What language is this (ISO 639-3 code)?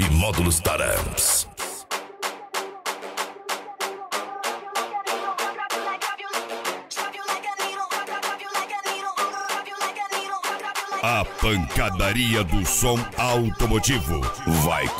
por